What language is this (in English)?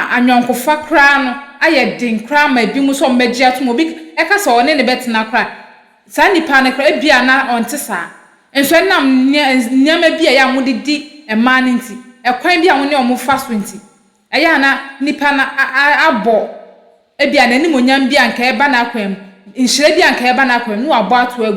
Akan